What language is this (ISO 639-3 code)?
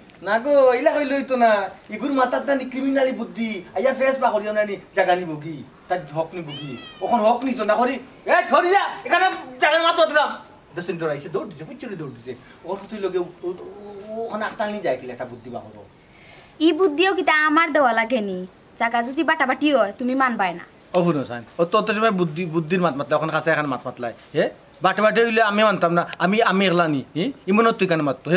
syl